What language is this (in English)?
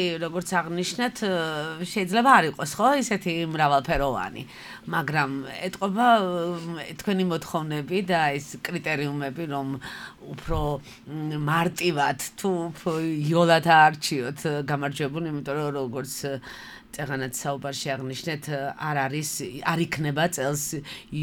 Georgian